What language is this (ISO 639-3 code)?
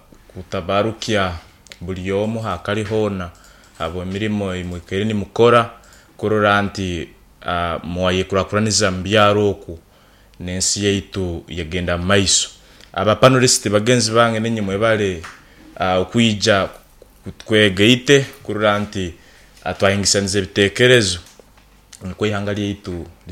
nyo